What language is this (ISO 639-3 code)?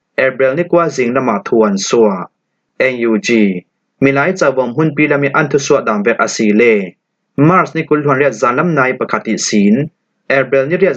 cfm